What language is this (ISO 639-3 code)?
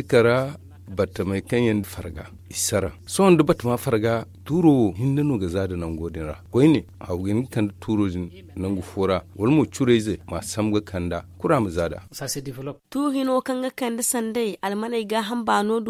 dje